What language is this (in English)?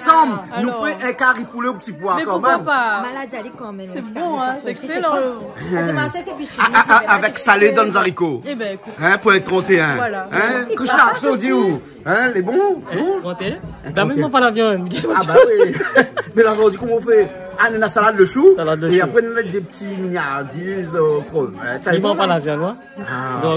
Réunion Creole French